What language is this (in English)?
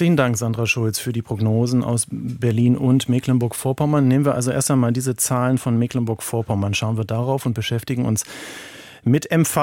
German